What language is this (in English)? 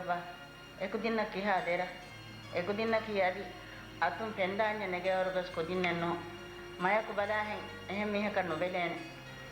Divehi